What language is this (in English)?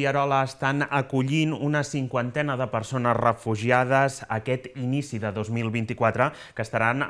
Catalan